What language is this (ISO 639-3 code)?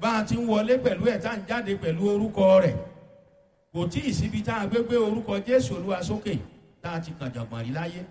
yor